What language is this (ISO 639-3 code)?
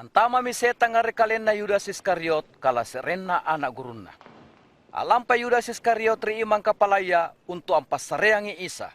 mak